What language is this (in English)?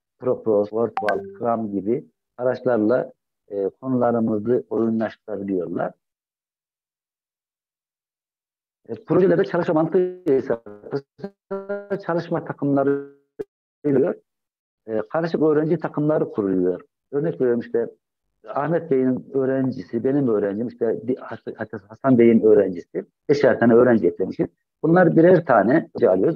Turkish